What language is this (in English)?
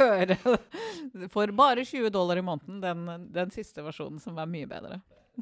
Norwegian